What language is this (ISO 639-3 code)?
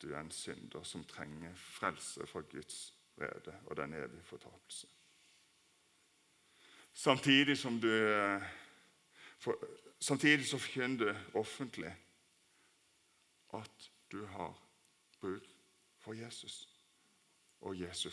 nor